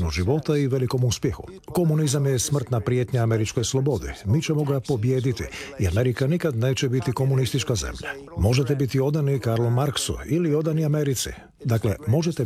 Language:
Croatian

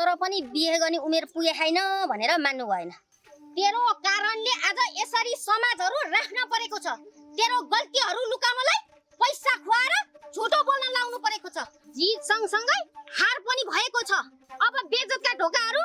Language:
Nepali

